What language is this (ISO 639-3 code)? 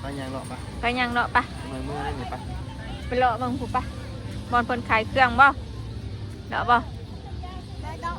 tts